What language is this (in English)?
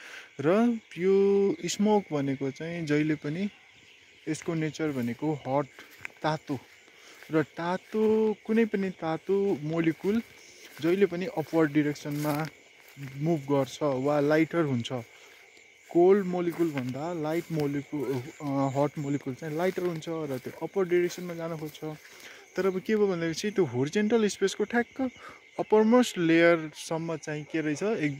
Nepali